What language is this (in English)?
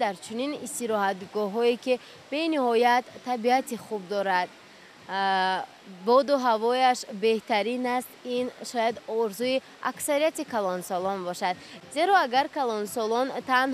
Tajik